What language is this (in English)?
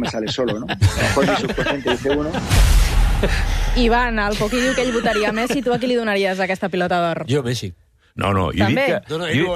Catalan